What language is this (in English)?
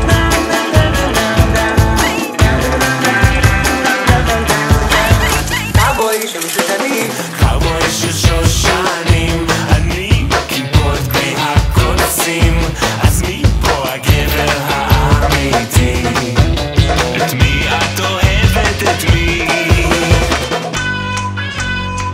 Hebrew